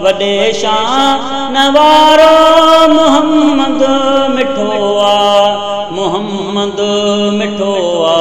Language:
Sindhi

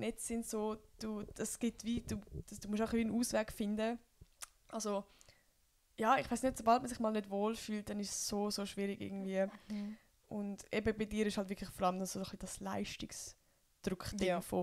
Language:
Swiss German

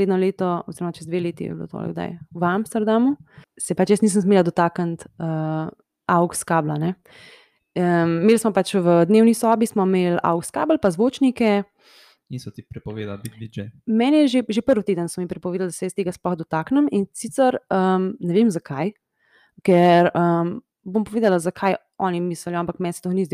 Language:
Slovenian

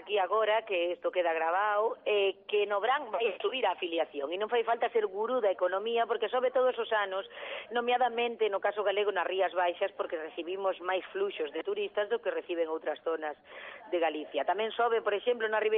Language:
Galician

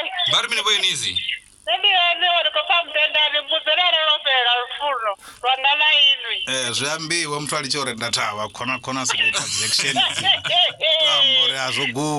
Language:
Venda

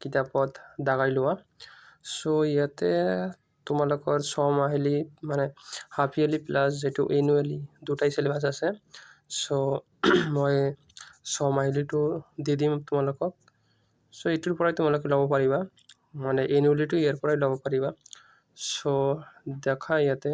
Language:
Assamese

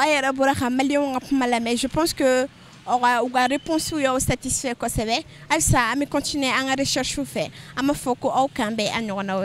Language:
Bambara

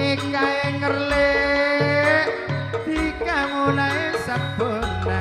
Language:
Madurese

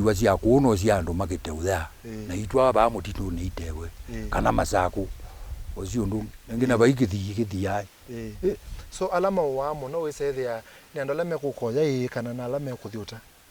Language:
Kamba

